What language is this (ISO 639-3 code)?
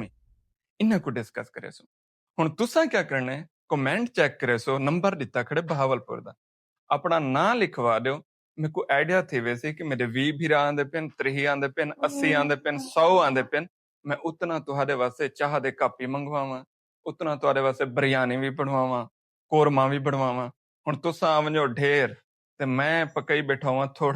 skr